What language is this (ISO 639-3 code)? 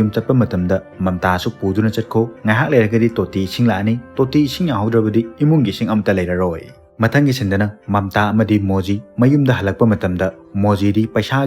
mni